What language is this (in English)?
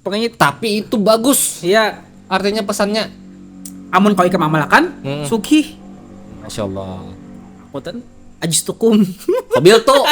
Banjar